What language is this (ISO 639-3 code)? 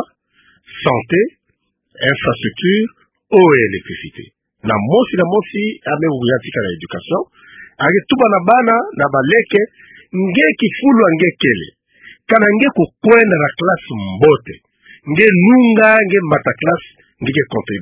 ktu